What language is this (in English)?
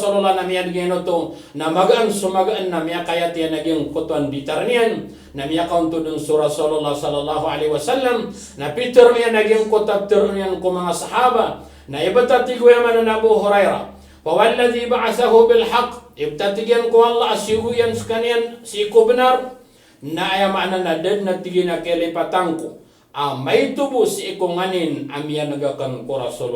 Maranao